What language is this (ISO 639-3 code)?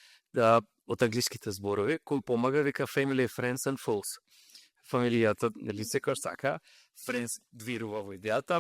mkd